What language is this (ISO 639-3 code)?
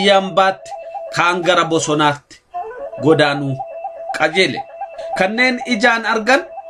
orm